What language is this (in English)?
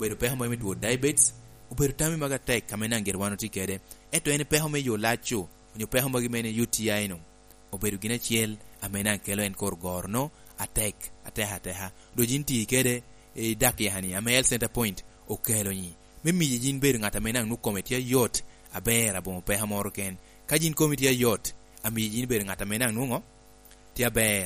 Lango (Uganda)